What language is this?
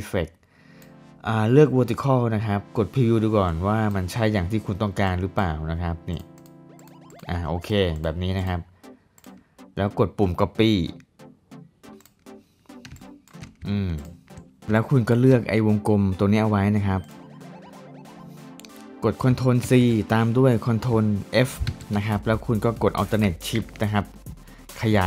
Thai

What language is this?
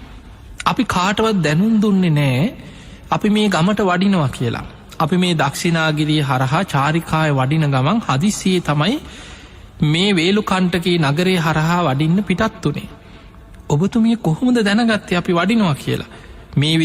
Sinhala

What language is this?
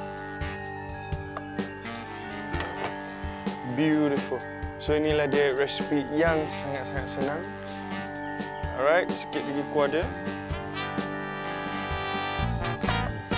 Malay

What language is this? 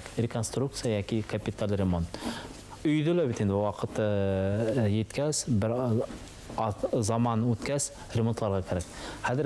Bashkir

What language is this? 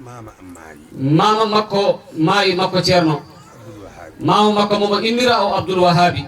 Fula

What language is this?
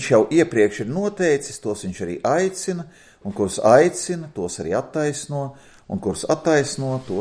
Latvian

